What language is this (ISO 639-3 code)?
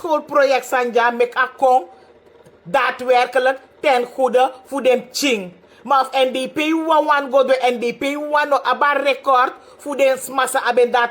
srn